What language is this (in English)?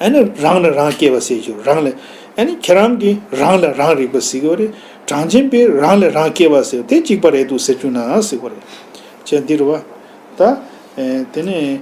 Tibetan